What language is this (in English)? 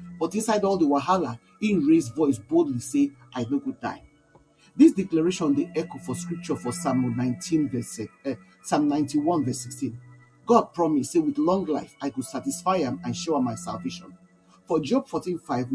Nigerian Pidgin